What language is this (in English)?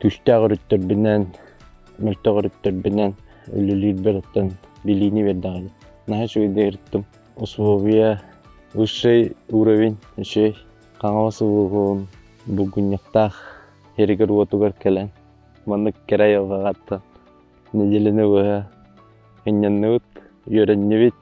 Yakut